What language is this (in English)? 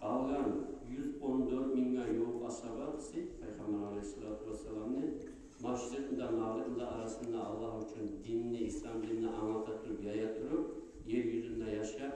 Kumyk